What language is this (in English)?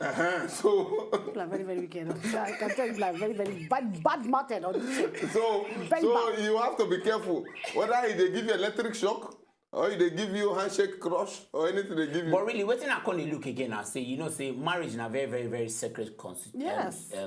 Nigerian Pidgin